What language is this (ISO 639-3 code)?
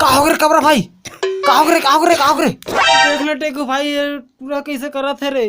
hne